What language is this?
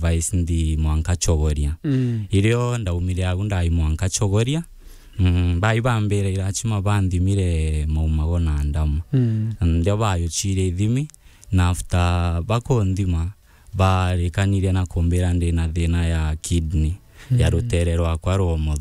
Meru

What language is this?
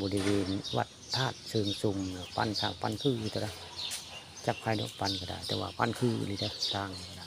Northeastern Thai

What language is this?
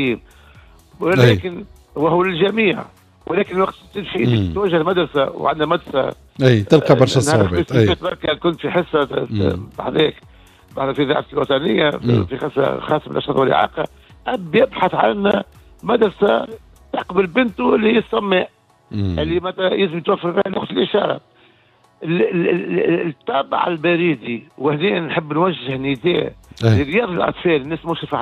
Tunisian Arabic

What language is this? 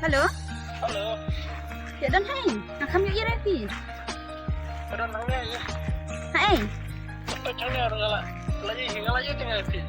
Khasi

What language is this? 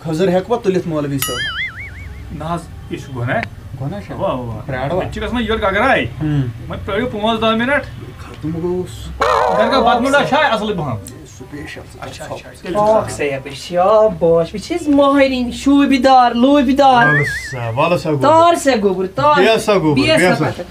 Kashmiri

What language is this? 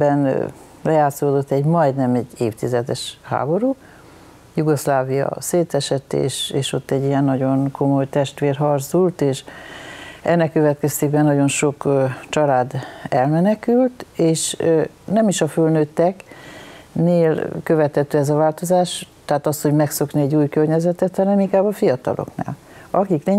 Hungarian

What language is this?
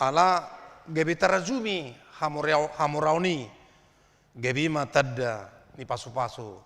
Batak Toba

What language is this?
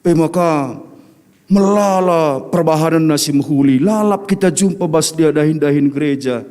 Batak Karo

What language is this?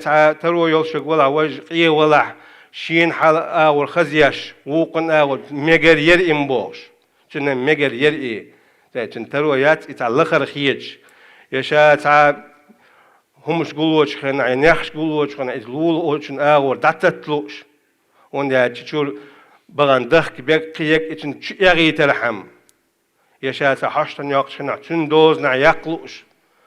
Chechen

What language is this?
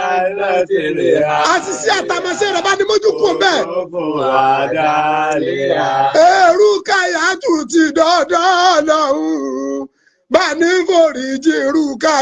Yoruba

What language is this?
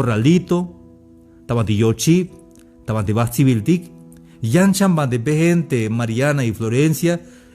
Tzeltal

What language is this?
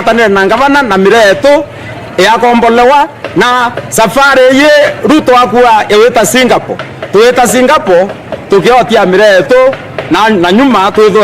Meru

